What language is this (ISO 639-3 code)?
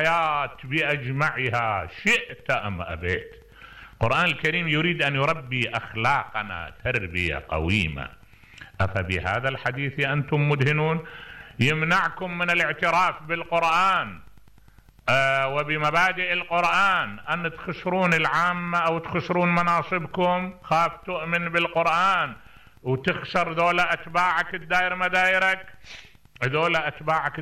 acm